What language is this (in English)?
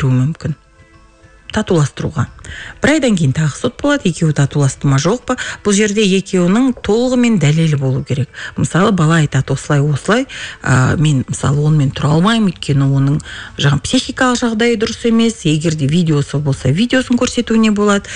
Kazakh